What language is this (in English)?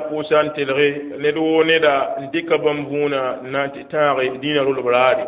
Mossi